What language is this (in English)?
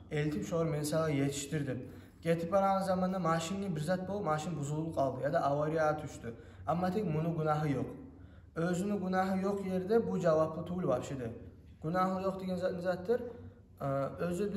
Kumyk